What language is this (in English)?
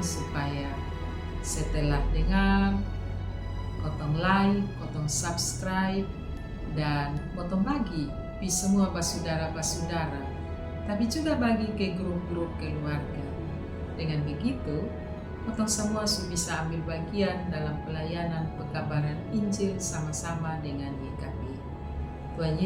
Kupang Malay